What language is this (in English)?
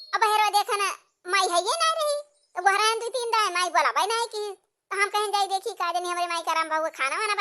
Awadhi